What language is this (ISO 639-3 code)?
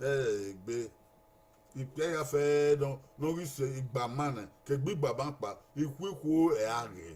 bin